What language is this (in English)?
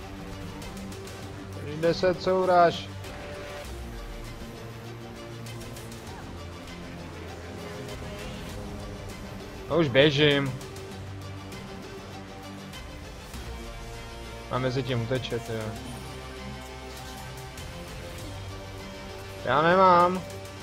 Czech